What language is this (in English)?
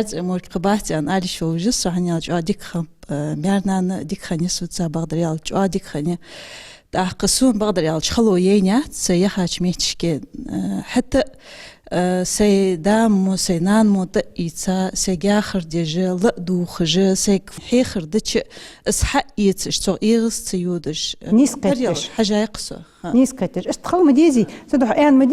Ingush